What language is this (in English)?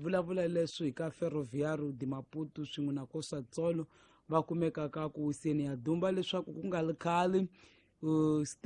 Tsonga